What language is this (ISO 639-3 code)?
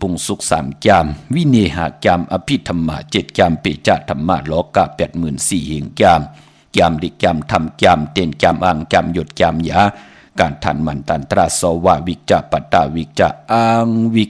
shn